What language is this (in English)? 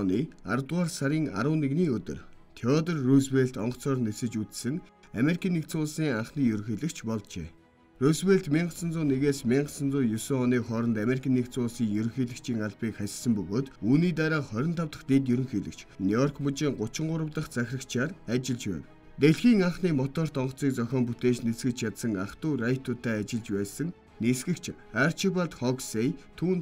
Mongolian